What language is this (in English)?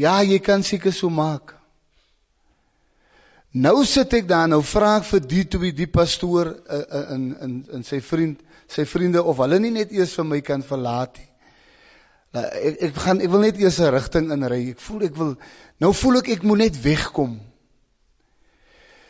Afrikaans